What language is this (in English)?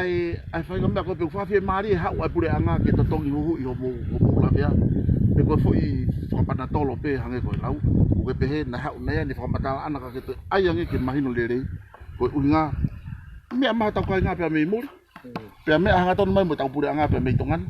Tongan